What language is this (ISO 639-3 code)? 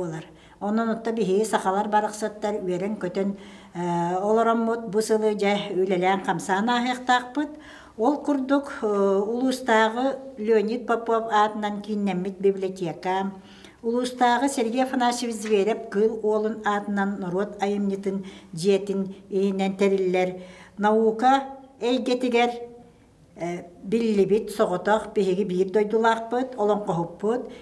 sah